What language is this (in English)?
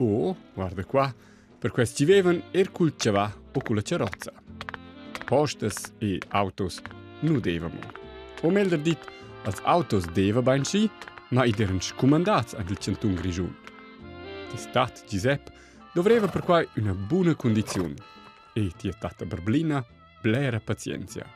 Romansh